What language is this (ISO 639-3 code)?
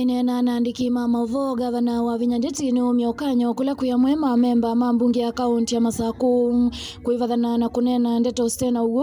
kam